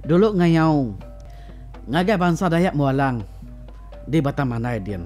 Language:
Iban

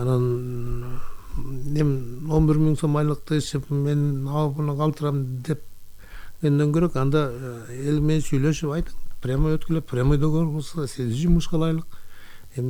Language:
Kyrgyz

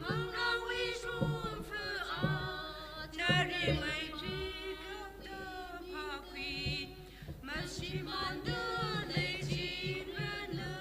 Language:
Tangkhul Naga (India)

